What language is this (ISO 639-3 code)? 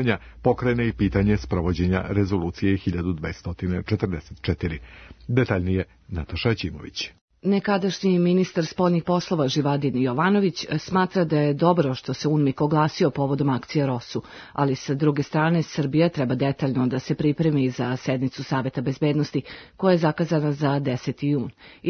srp